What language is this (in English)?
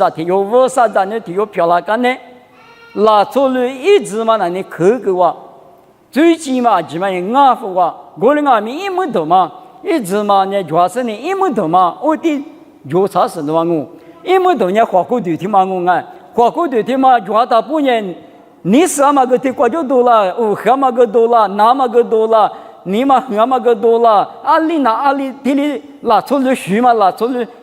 Lisu